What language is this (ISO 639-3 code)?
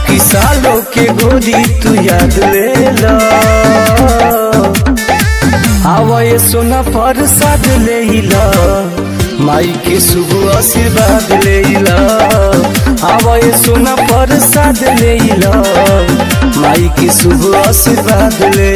bho